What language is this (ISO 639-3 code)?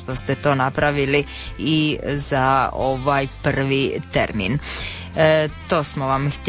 hrv